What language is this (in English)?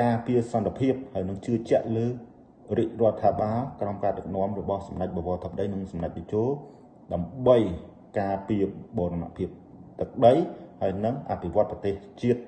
Khmer